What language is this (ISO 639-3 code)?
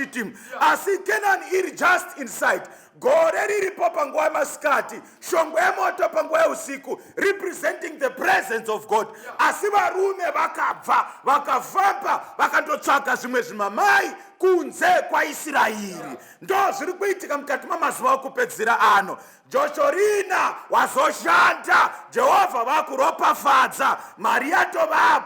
sna